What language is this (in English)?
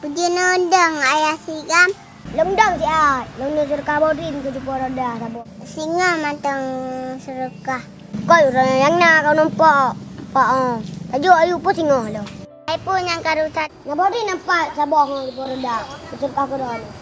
Achinese